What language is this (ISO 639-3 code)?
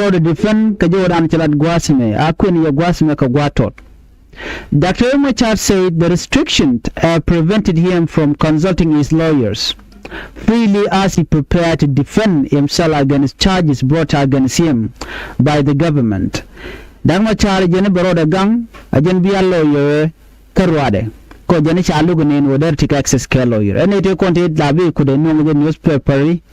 nus